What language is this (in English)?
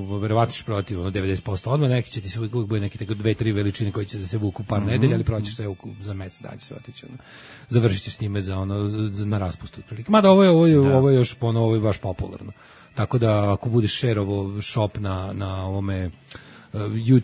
Serbian